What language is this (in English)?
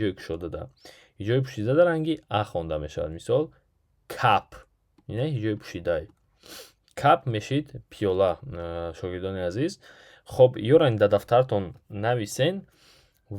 Tajik